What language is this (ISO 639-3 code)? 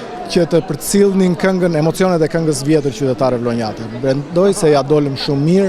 sqi